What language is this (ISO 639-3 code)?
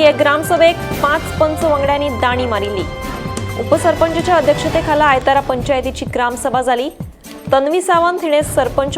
kok